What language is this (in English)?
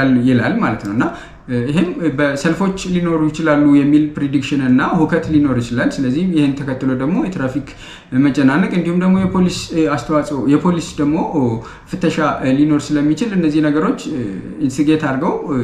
Amharic